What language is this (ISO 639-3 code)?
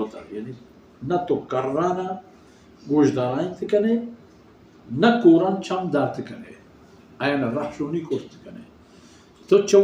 bal